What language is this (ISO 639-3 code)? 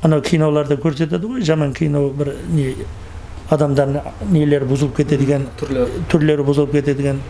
kaz